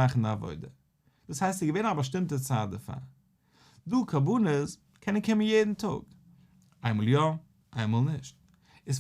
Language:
Yiddish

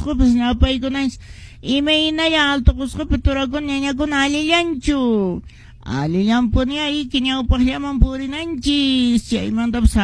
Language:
Quechua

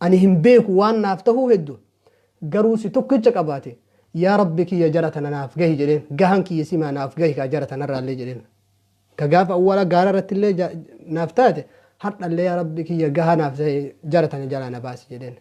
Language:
Oromo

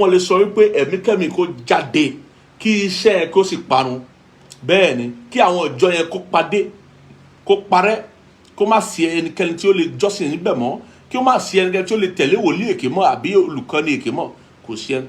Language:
Yoruba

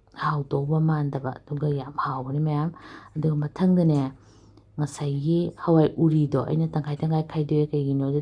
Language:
Manipuri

